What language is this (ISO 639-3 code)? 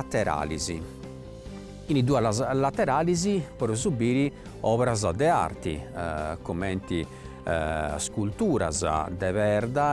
srd